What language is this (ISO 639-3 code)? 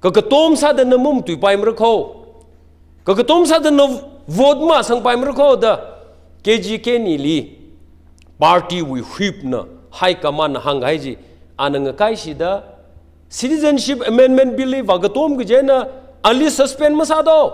nmf